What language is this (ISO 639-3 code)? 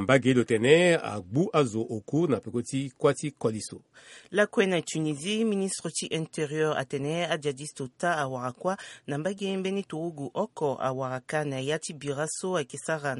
sag